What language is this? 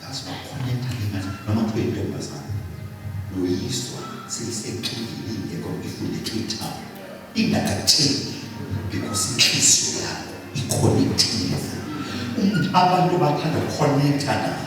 Zulu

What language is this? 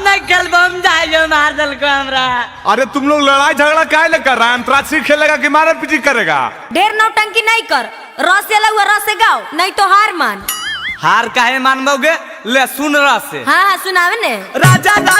Magahi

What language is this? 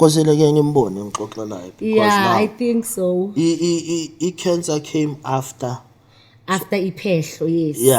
Zulu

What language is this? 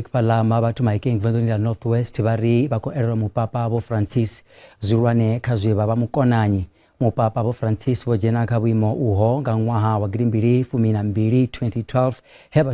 Venda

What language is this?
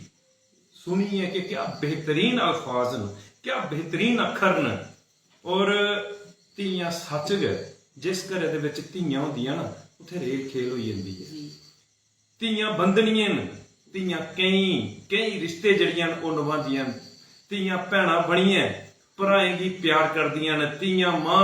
Dogri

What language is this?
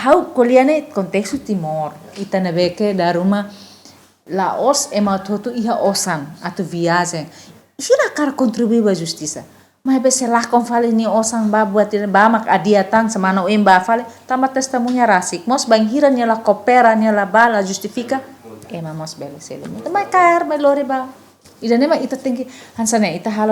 Tetum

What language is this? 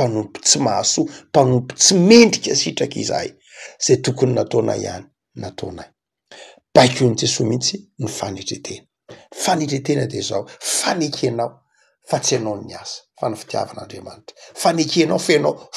Malagasy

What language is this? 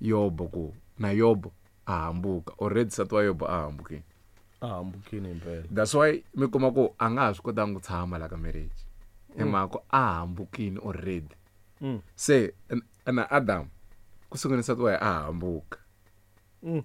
Tsonga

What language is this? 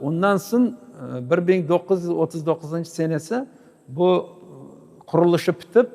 Crimean Tatar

